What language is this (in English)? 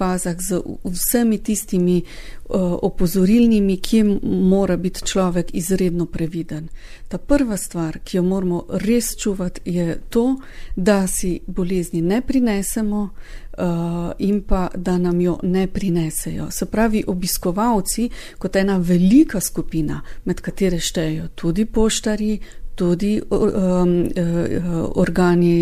Slovenian